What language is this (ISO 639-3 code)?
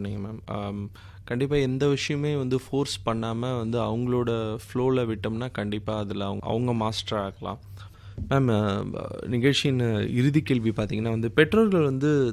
tam